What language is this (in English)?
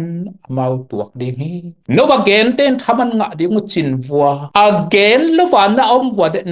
Tedim Chin